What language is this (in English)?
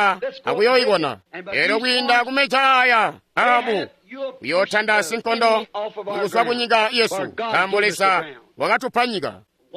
Tonga (Zambia)